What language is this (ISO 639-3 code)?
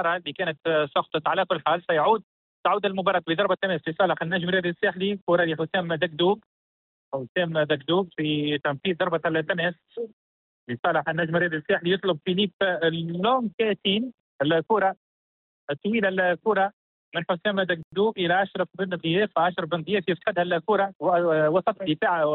aeb